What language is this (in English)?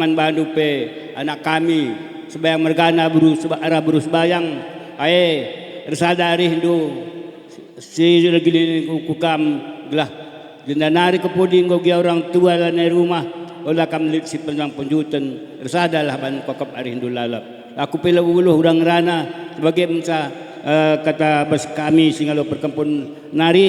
Batak Karo